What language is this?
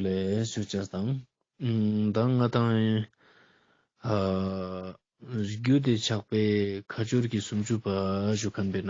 Ladakhi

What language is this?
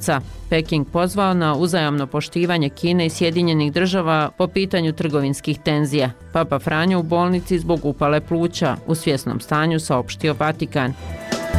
Bosnian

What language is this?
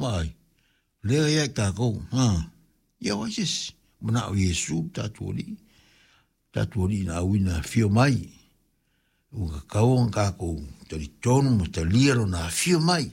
Samoan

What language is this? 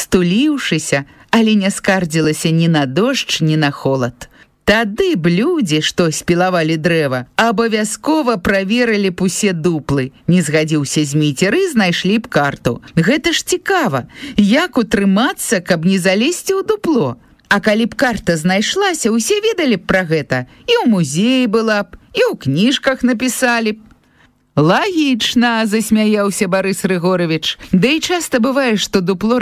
Belarusian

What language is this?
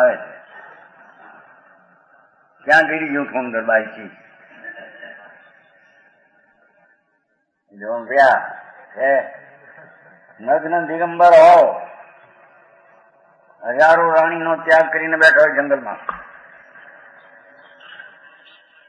Gujarati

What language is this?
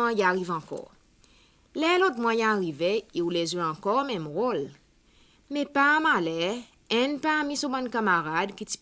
Seselwa Creole French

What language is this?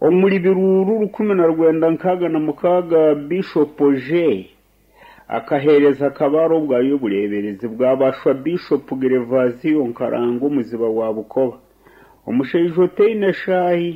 Nyankole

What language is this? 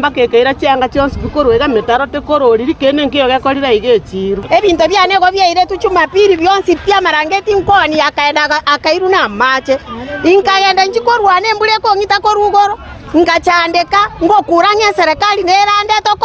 Gusii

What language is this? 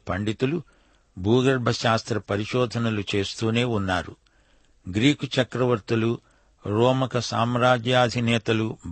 Telugu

